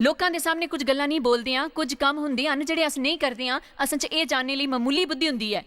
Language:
Dogri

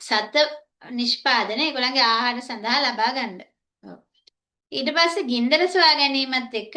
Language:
Sinhala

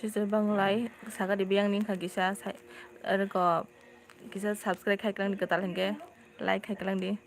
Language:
Kok Borok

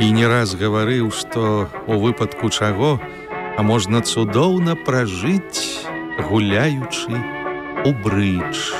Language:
Belarusian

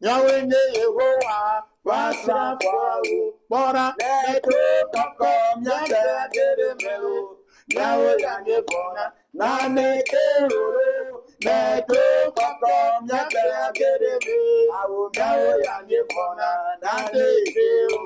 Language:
Ewe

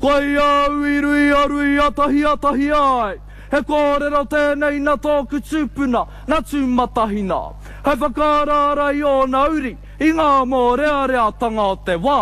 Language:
Māori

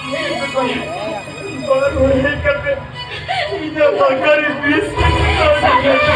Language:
Santali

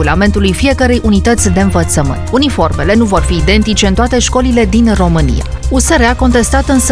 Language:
Romanian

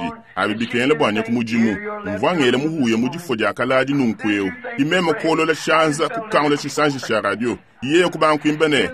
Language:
Luba-Lulua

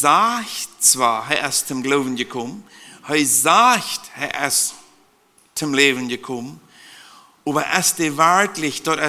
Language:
Plautdietsch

